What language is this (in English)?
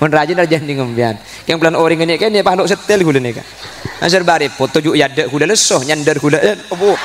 Madurese